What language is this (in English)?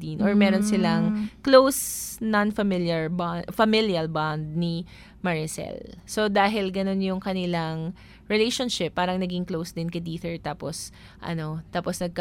Filipino